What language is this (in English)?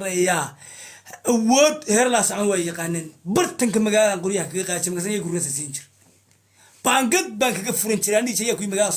Somali